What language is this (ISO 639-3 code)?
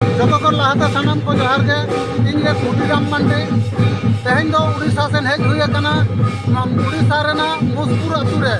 sat